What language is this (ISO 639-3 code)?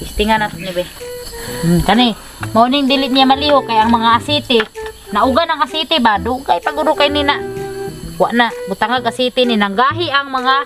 ceb